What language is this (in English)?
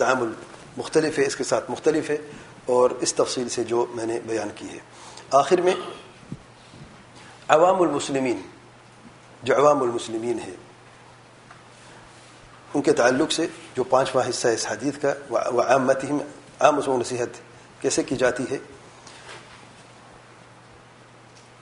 Urdu